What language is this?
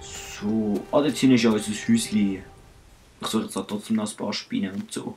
Swiss German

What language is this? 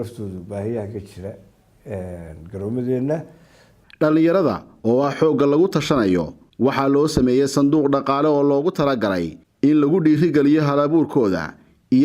Somali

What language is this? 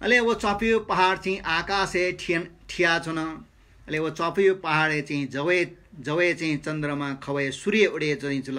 Newari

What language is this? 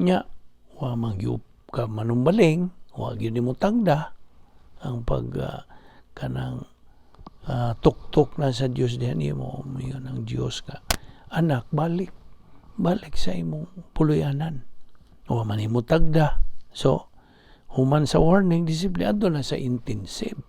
Cebuano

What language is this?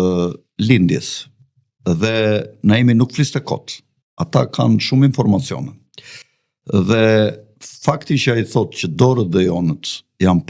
Albanian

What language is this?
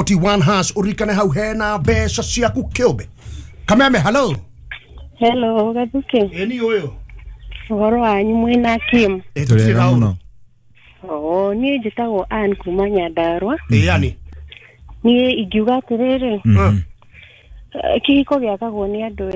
Kikuyu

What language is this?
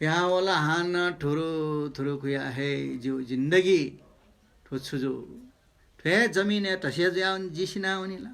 Newari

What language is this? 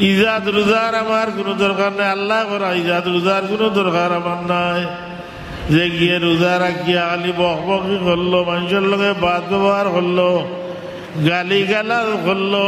Sylheti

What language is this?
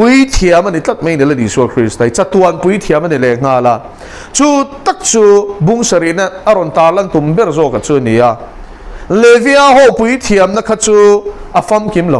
Mizo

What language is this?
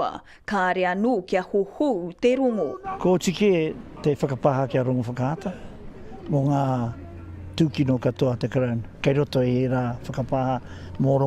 Māori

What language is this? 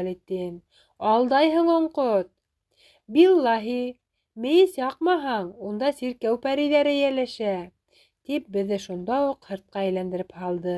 Bashkir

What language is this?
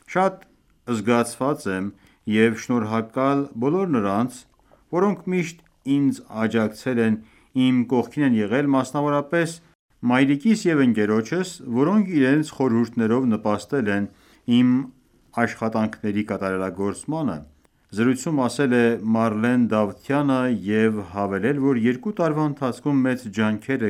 Armenian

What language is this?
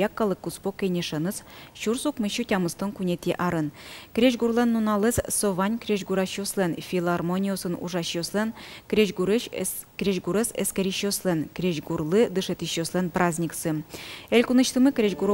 Udmurt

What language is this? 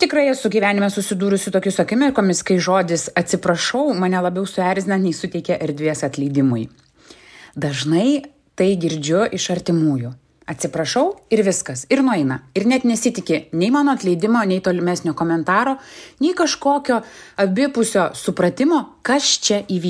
Lithuanian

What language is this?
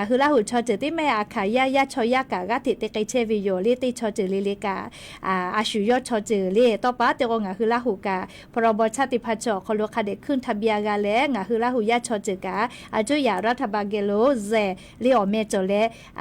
Lahu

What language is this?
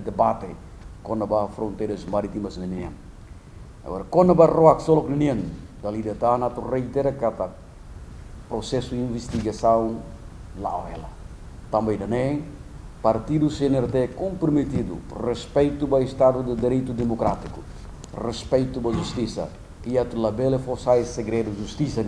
Tetum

